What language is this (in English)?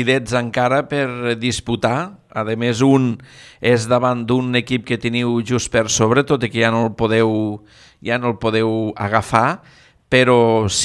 Catalan